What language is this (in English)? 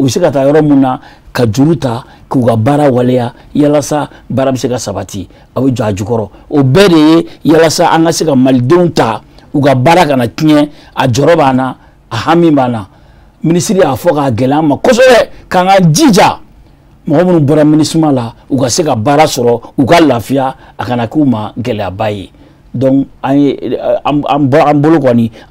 Bambara